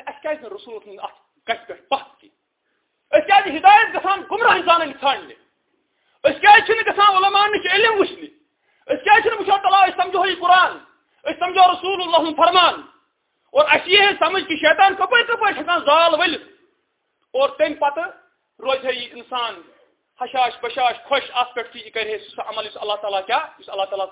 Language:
Kashmiri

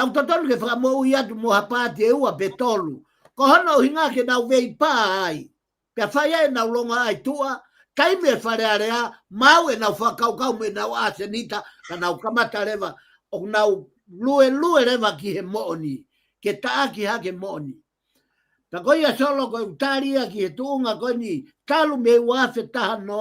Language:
Tongan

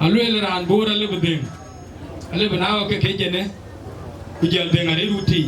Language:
Dinka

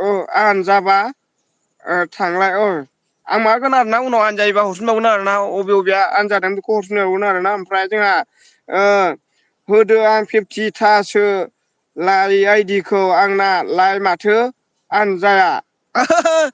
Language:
Bodo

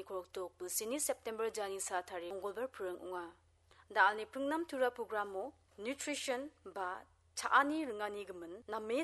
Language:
Garo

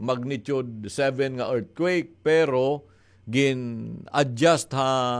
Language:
Waray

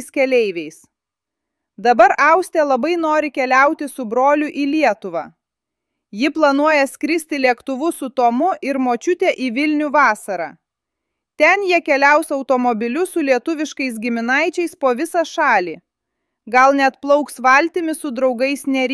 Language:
Lithuanian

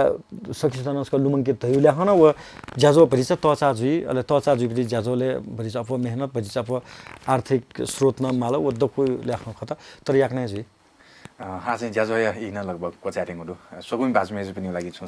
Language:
Newari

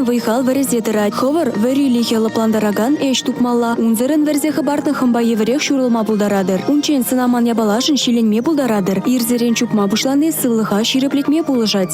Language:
Chuvash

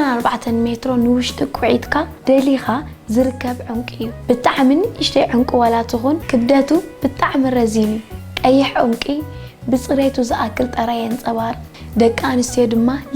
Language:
Tigrinya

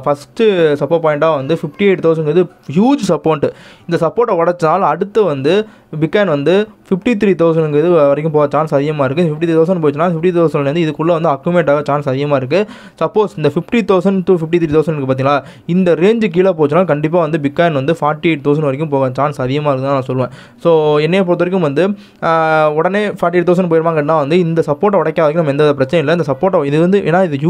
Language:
Tamil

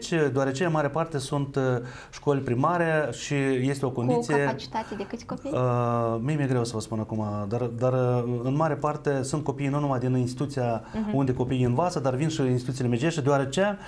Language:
Romanian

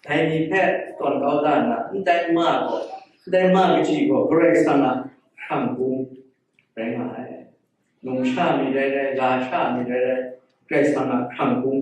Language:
Kachin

